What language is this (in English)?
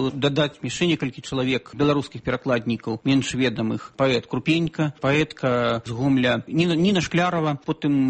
Belarusian